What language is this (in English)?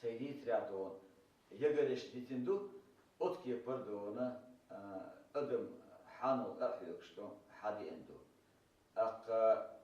Chechen